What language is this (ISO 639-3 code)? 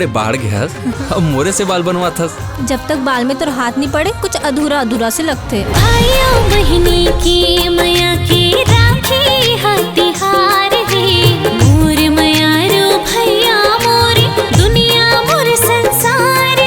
hne